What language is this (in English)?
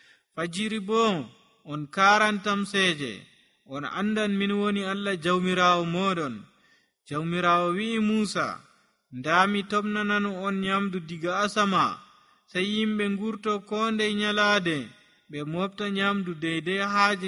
Nigerian Fulfulde